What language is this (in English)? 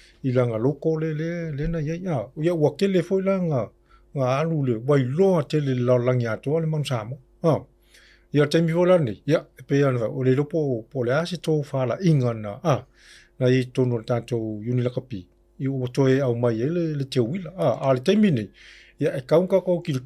Samoan